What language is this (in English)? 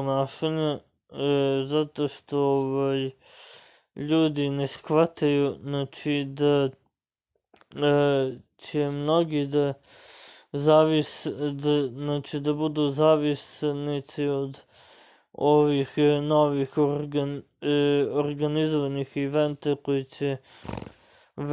Serbian